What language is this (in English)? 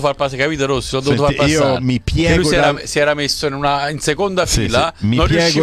Italian